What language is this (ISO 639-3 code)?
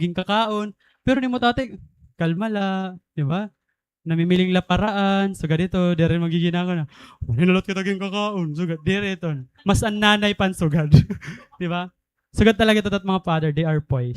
war